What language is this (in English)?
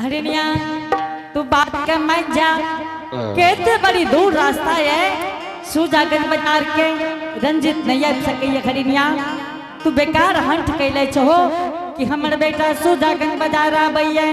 Angika